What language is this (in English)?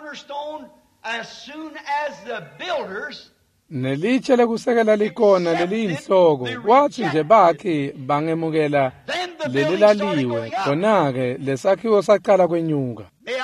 Swati